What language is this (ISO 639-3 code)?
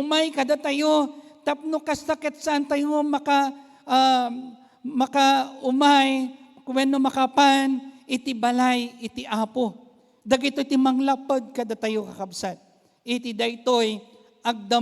ilo